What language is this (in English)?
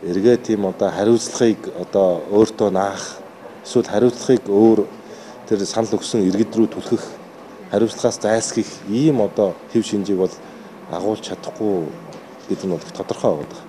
Mongolian